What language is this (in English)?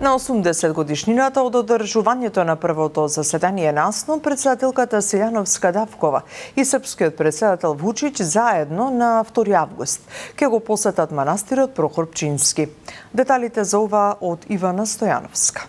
Macedonian